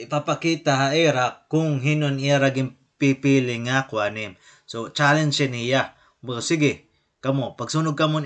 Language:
Waray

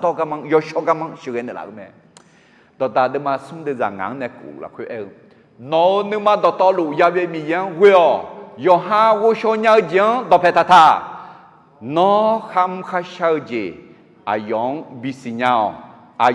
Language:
Akha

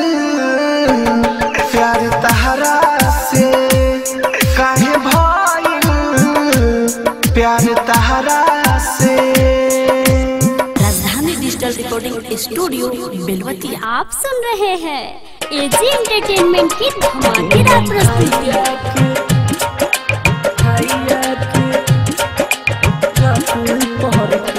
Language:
Bhojpuri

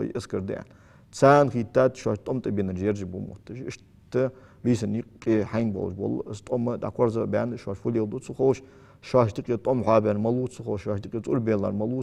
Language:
Ingush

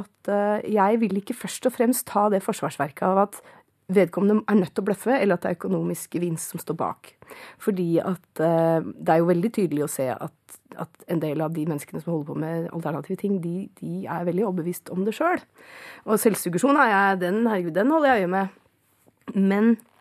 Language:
Norwegian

